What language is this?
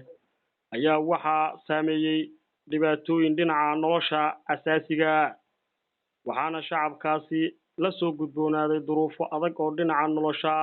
Somali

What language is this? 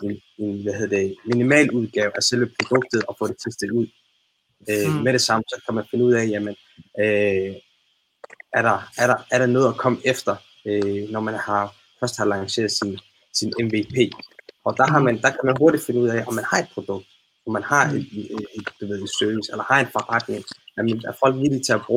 Danish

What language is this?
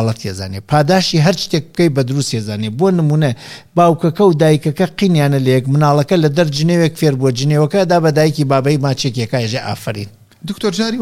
Central Kurdish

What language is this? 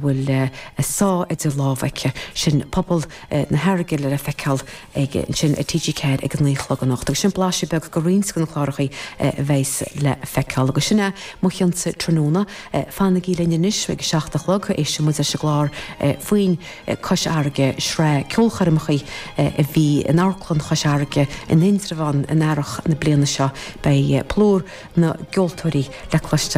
Irish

